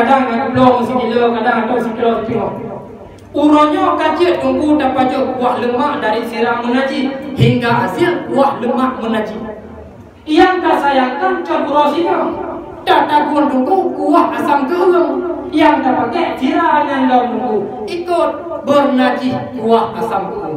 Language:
Achinese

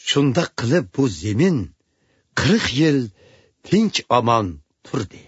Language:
Uyghur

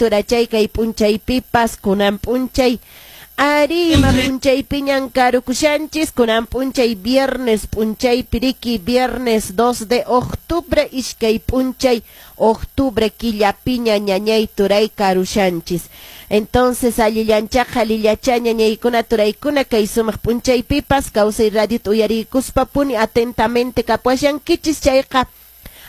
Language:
Quechua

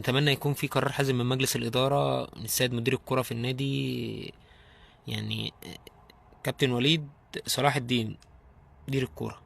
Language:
Egyptian Arabic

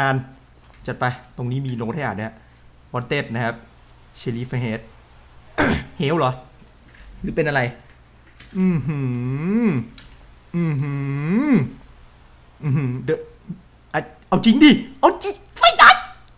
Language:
Thai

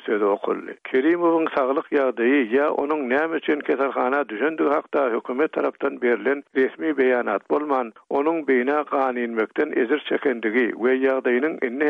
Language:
Turkmen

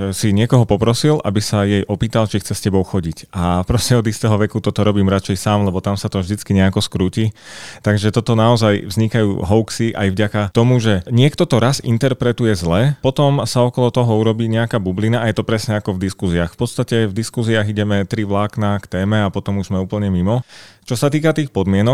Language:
Slovak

